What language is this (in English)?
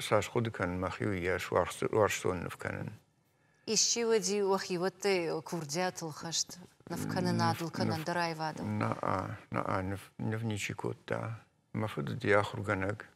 Ossetic